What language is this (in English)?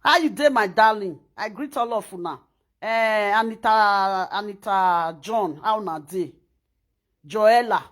Nigerian Pidgin